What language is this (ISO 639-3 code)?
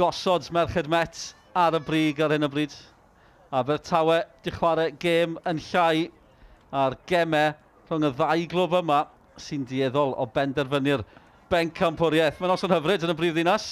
cym